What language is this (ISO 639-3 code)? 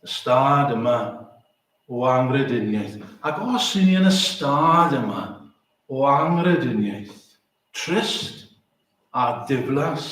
cym